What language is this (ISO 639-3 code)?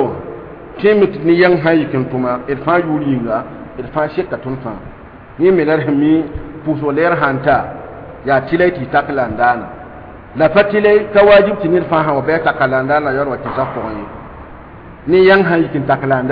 mos